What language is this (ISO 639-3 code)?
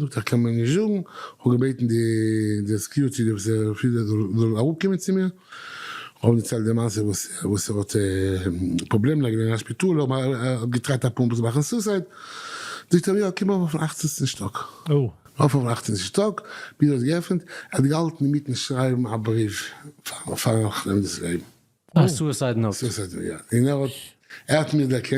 yid